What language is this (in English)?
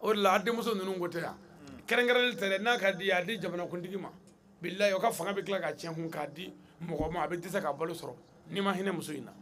Bambara